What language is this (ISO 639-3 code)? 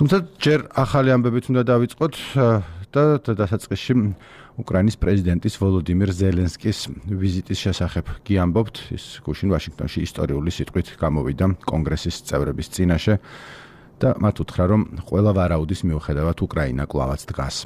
kat